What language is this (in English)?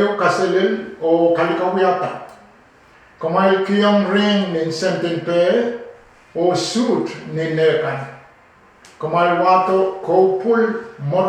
Pohnpeian